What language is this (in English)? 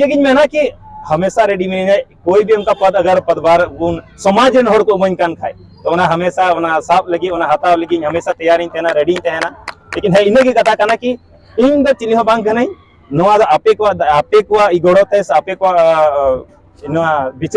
Santali